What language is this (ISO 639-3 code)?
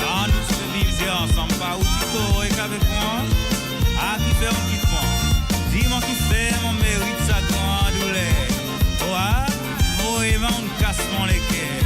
mfe